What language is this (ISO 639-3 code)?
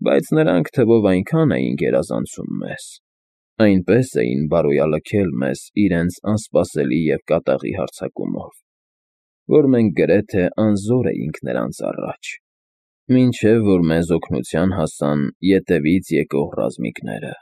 hye